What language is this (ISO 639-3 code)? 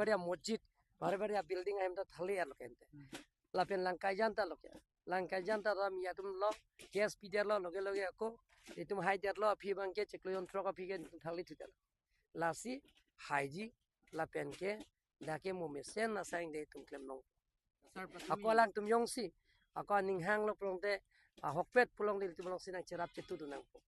mjw